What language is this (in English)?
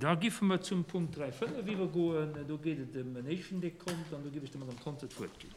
Luxembourgish